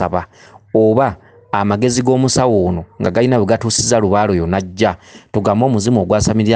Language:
Ganda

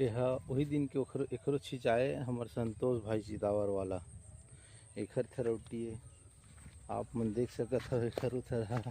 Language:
Chhattisgarhi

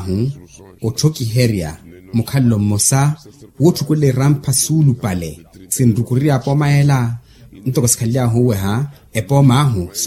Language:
Makhuwa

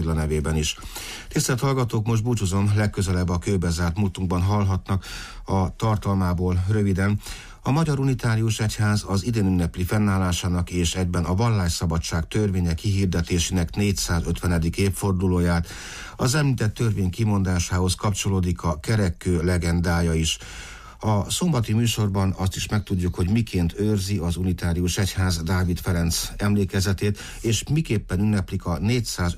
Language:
Hungarian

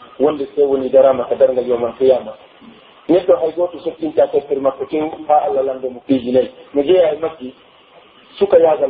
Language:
Pular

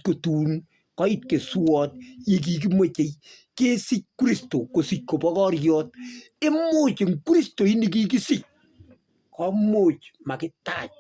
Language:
Kalenjin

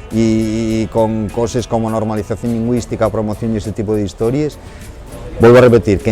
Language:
Asturian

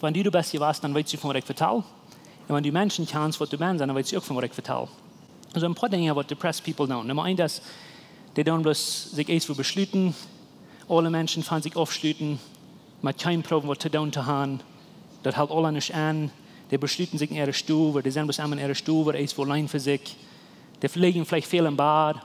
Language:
Plautdietsch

